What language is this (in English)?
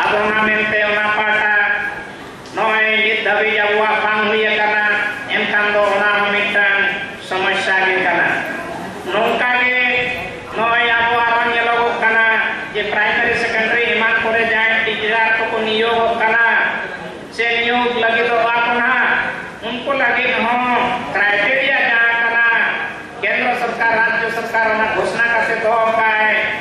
Santali